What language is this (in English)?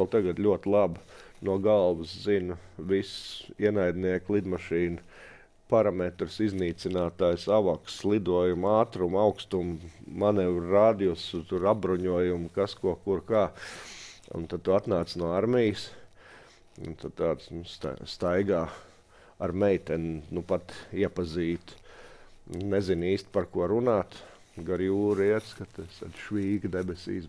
Latvian